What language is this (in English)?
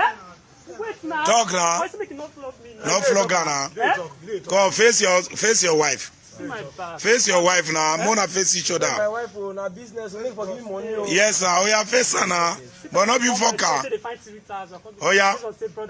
Nigerian Pidgin